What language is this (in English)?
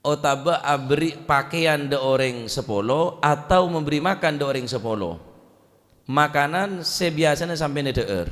Madurese